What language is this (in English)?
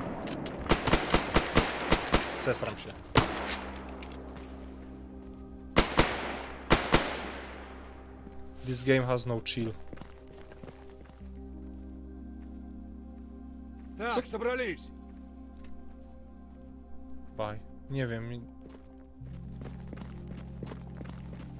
Polish